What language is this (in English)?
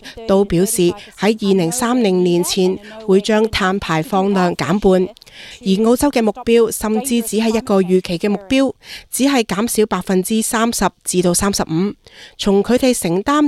Cantonese